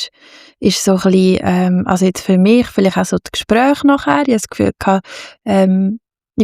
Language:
Swiss German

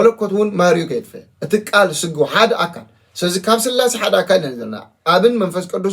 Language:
Tigrinya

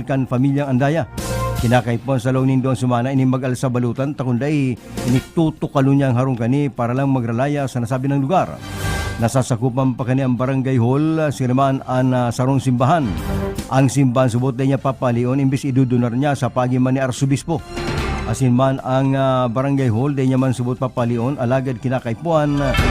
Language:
Bikol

